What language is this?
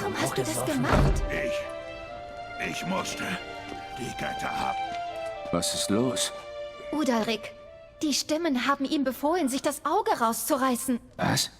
Swiss German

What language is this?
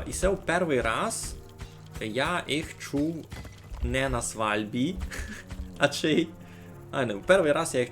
Rusyn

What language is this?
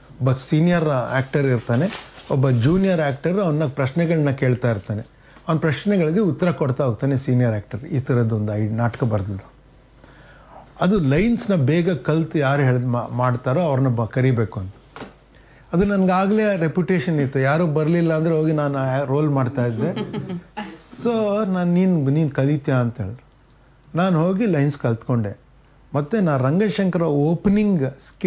Kannada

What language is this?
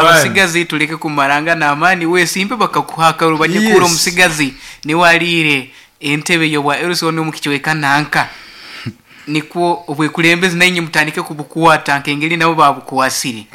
Nyankole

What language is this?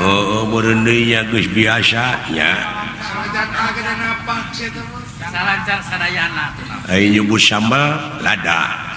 Sundanese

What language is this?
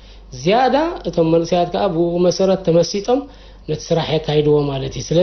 Tigrinya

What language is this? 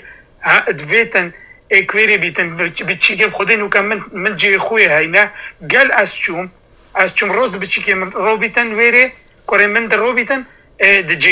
Kurdish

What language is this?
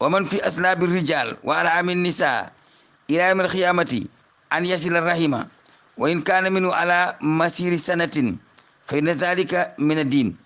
Wolof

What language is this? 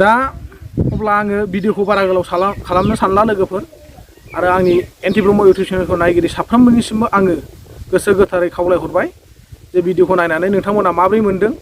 Bodo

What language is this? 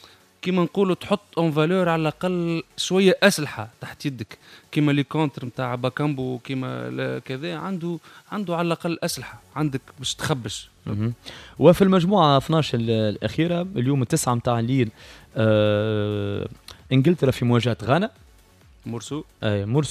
Tunisian Arabic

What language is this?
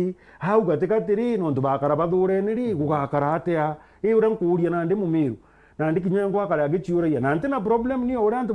Meru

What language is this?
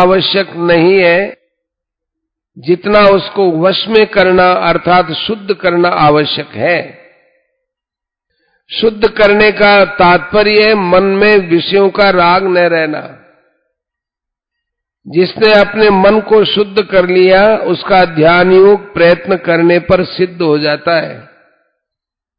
Hindi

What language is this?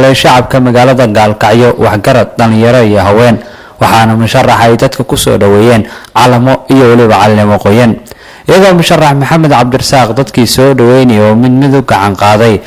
Somali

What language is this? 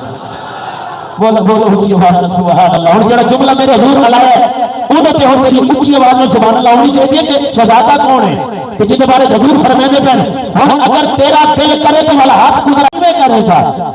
Saraiki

